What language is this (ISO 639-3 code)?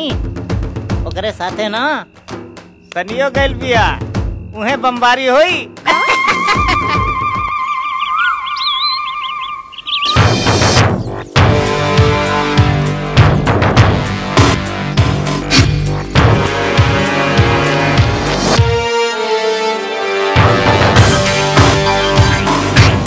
bho